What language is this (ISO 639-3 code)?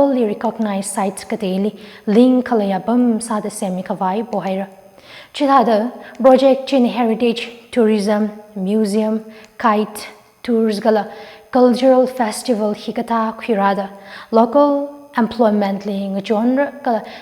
nmf